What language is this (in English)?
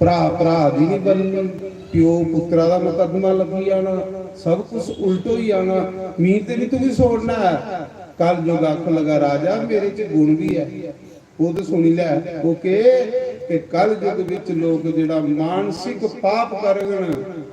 Dogri